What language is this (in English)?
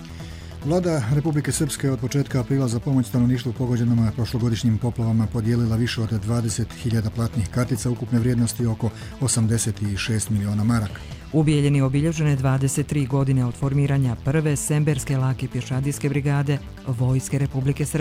Serbian